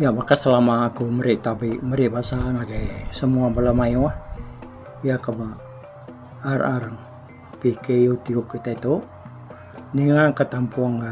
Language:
Iban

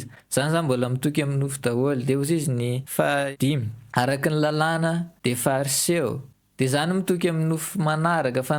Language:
Malagasy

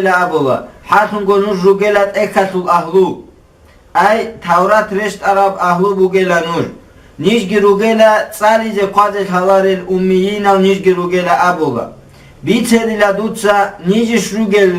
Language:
Avaric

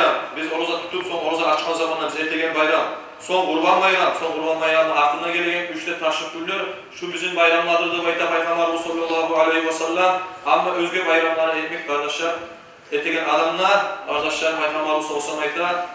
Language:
Kumyk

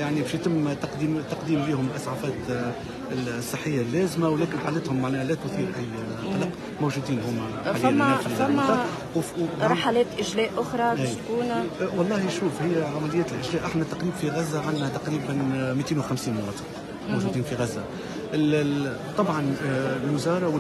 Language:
Tunisian Arabic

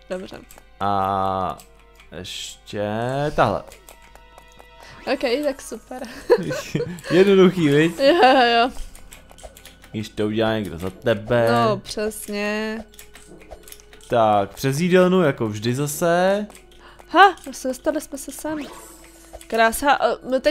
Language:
Czech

